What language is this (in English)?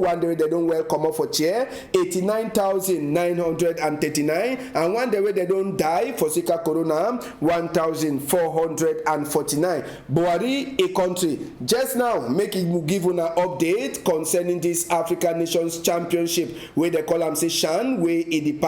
Cameroon Pidgin